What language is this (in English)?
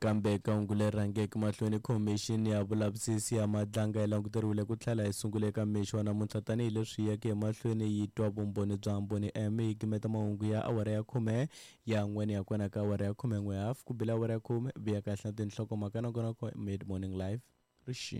Tsonga